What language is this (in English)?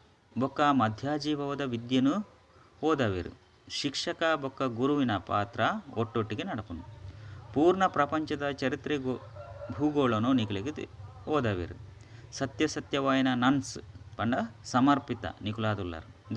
Tulu